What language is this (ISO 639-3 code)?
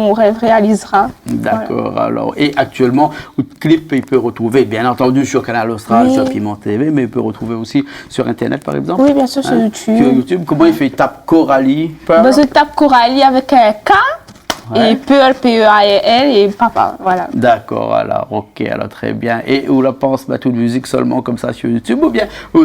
rcf